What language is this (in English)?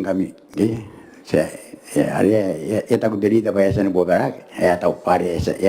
Gilbertese